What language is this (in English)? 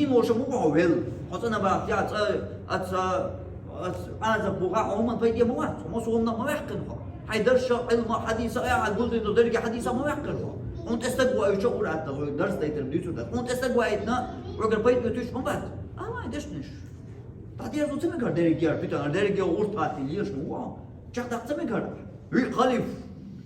Chechen